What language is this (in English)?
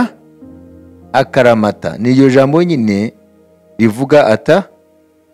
Kinyarwanda